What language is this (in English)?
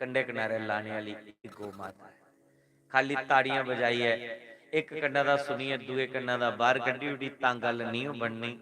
Dogri